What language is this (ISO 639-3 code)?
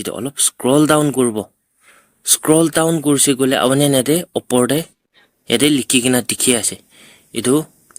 nag